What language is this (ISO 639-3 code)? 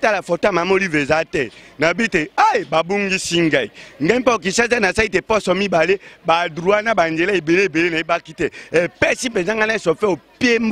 lin